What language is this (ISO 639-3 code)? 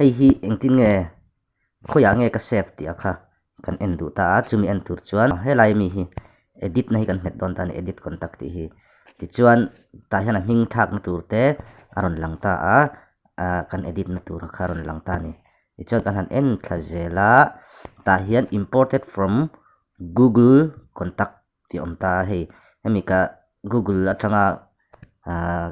lus